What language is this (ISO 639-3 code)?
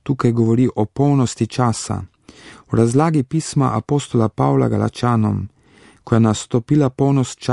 slv